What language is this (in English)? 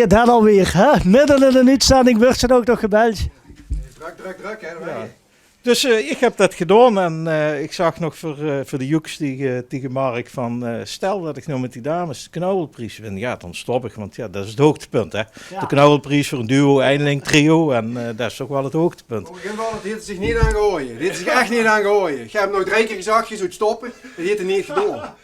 Limburgish